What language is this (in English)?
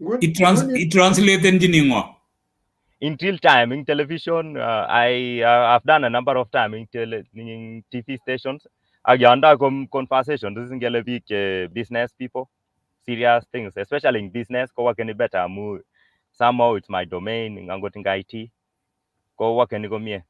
Kalenjin